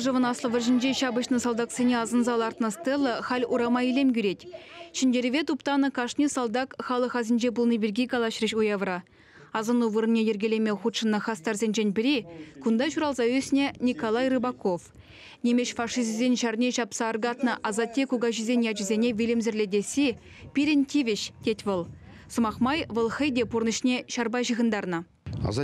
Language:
Chuvash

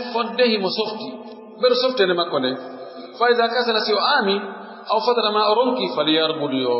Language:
Pular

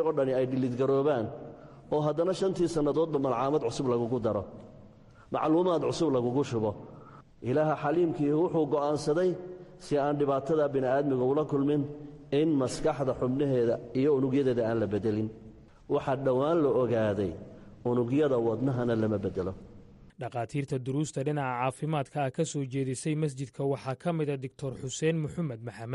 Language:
Somali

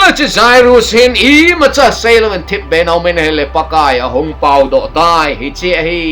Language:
Thado Chin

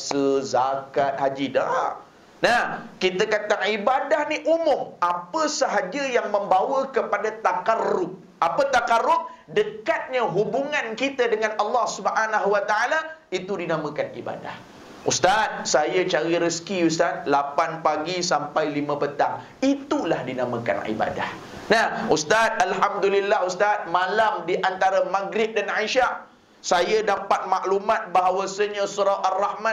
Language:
Malay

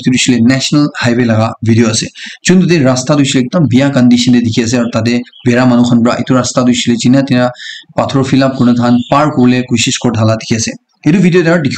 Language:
Naga Pidgin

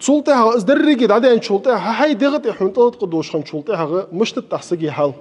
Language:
Ingush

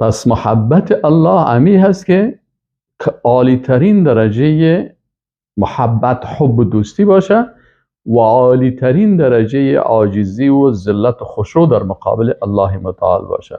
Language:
Persian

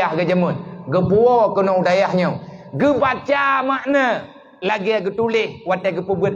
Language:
Achinese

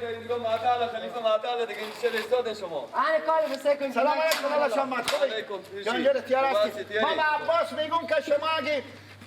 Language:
Persian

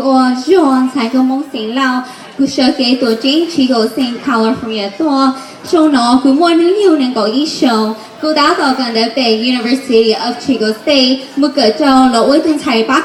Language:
Hmong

